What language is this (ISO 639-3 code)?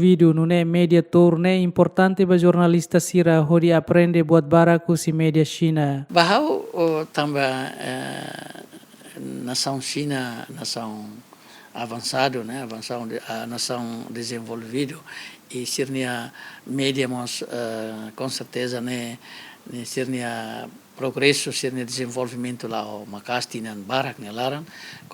tet